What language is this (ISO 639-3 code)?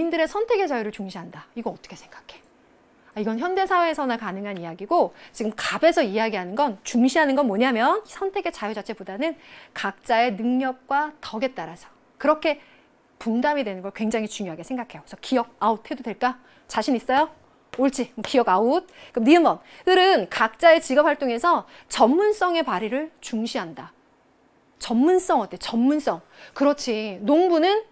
kor